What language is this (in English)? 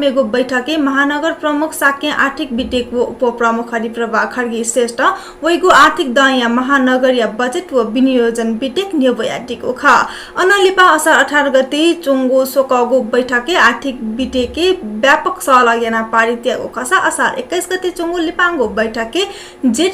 Newari